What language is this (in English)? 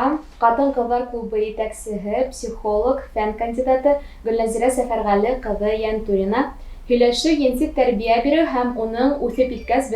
Bashkir